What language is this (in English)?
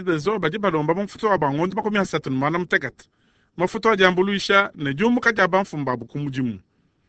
Luba-Lulua